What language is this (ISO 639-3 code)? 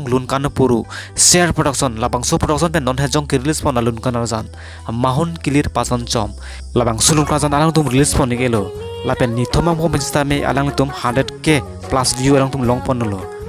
mjw